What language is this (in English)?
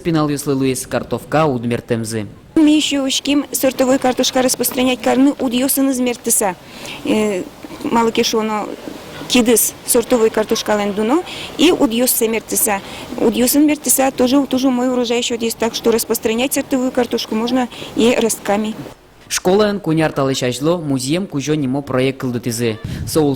Udmurt